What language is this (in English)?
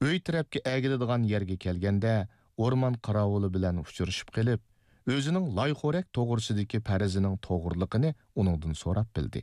Uyghur